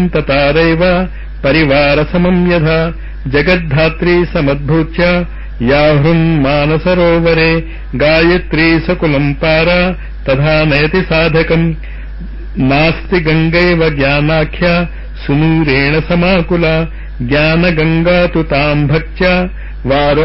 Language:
Telugu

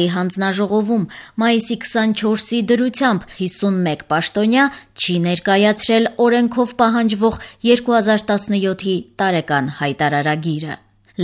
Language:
Armenian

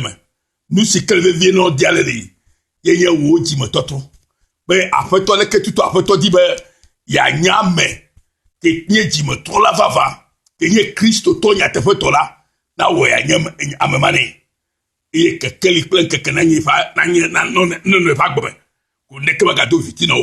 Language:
Ewe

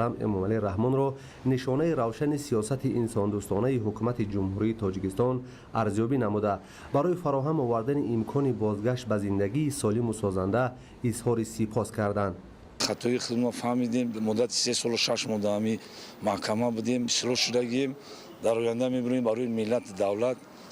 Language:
Tajik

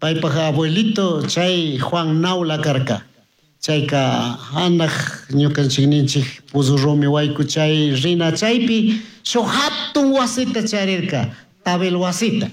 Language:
Chimborazo Highland Quichua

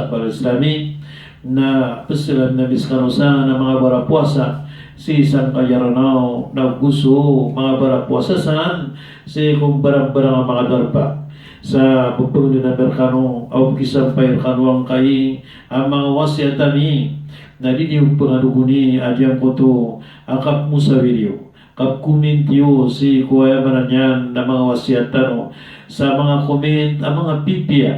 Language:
Maranao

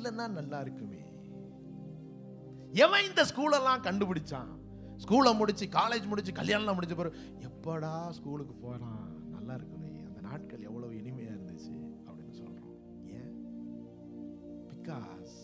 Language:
Tamil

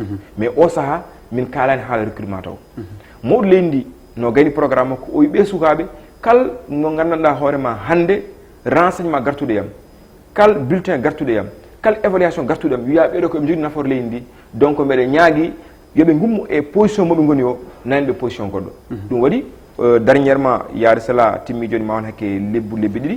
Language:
Fula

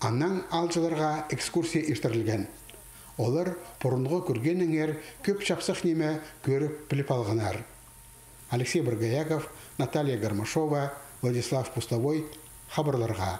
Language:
Khakas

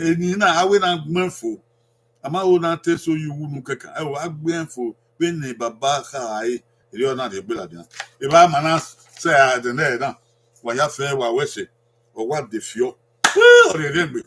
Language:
Bini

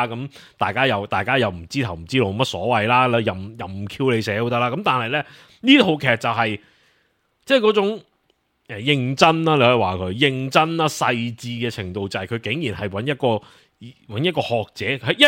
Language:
Cantonese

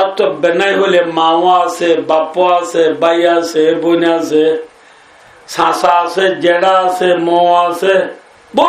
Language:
Rohingya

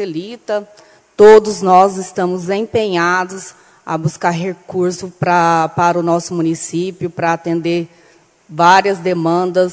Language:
Portuguese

